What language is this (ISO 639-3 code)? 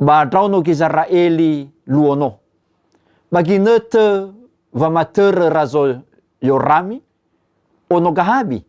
nia